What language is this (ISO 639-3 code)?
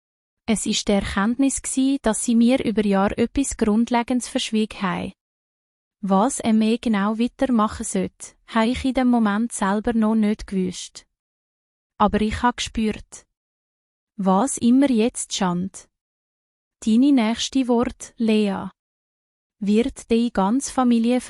gsw